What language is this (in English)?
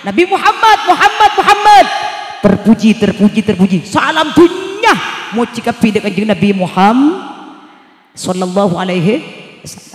Madurese